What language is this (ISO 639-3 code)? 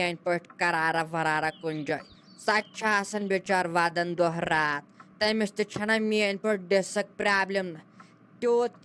kas